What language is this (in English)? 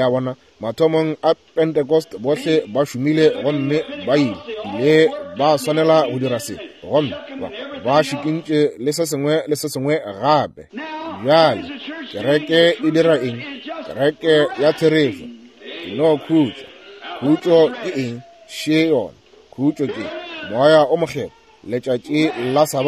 Northern Sotho